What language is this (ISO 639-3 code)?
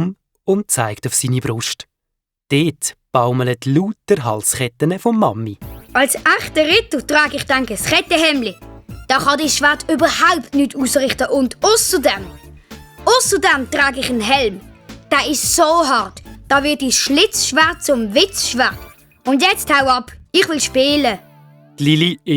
gsw